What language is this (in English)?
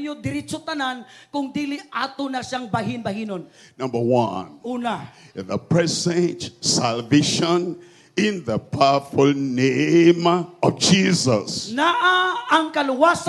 Cebuano